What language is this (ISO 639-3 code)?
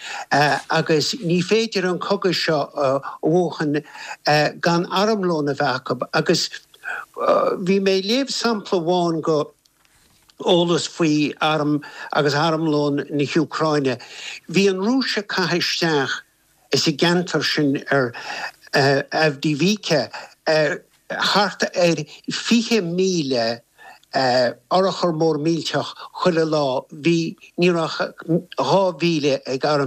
gle